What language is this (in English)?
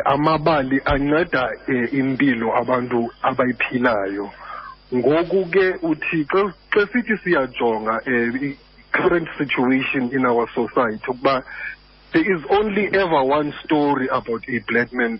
Xhosa